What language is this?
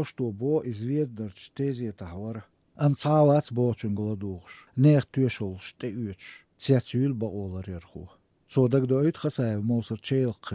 Chechen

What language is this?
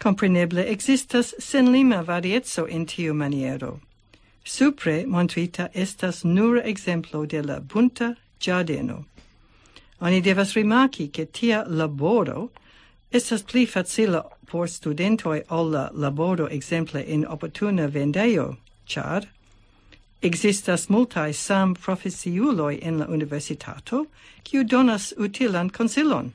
Esperanto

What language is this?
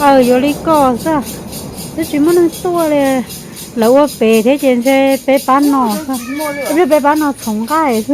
Hmong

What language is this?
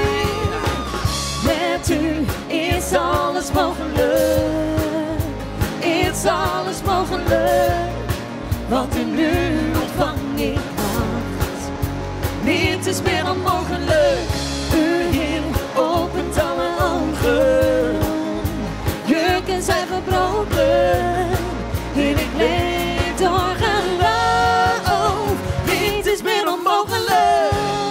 Dutch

